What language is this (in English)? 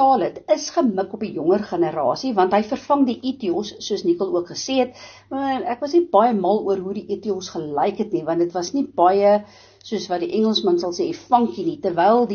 Afrikaans